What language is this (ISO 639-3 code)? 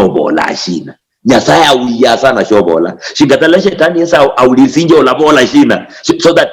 luy